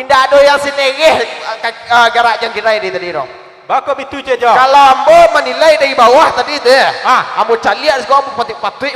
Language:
Minangkabau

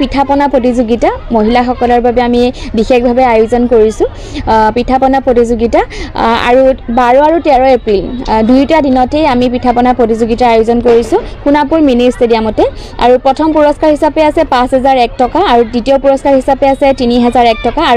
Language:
Assamese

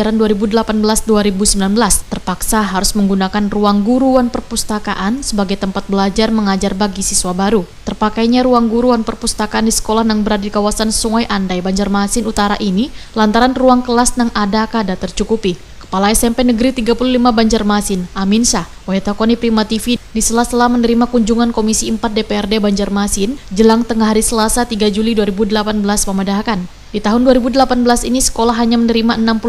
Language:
Banjar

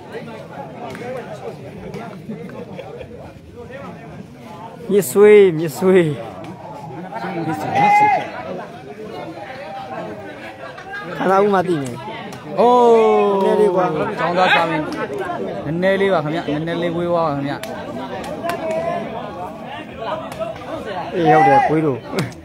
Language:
Burmese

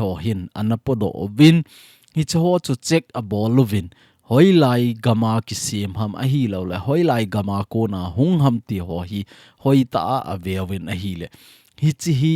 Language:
Thado Chin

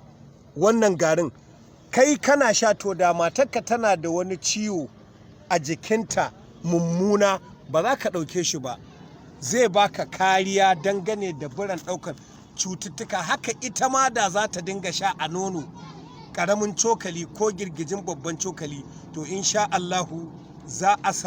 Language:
Hausa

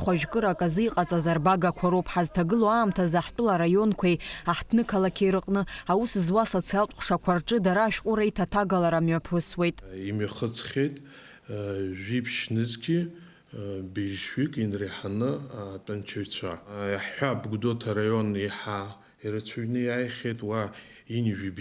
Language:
Abkhazian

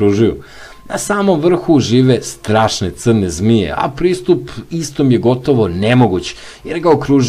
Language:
Serbian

